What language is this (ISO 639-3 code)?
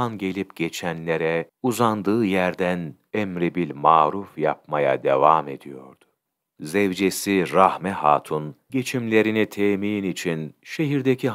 tur